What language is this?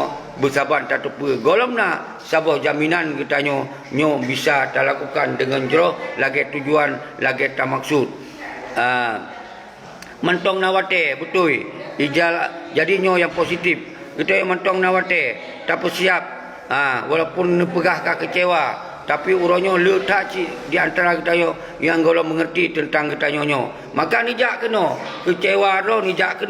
Achinese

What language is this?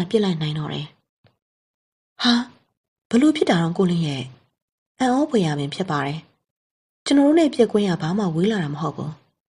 Burmese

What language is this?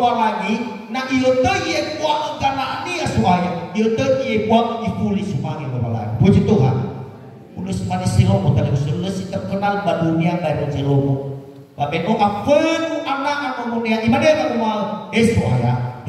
Nias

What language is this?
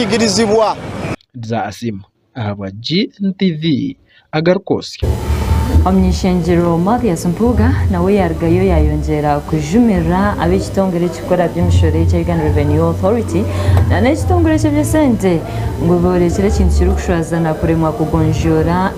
Nyankole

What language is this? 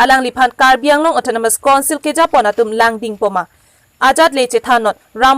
Karbi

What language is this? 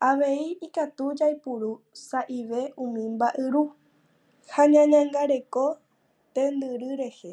Guarani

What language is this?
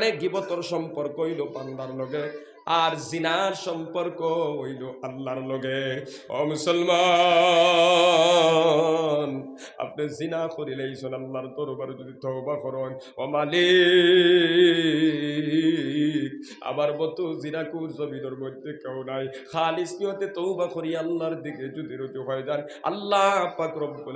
Sylheti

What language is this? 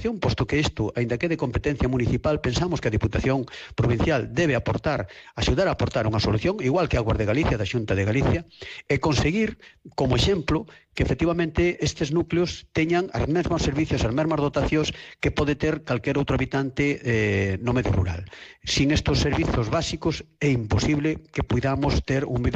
Galician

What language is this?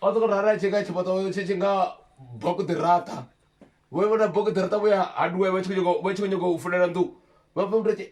Venda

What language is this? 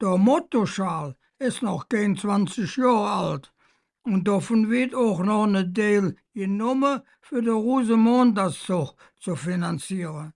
Colognian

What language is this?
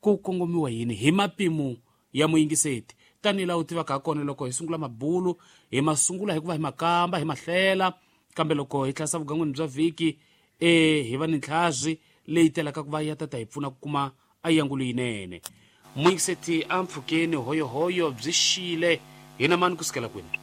Tsonga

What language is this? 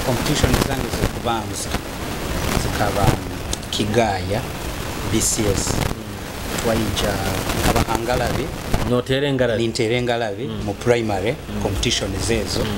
Nyoro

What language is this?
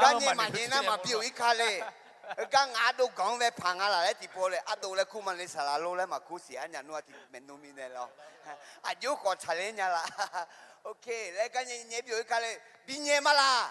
Akha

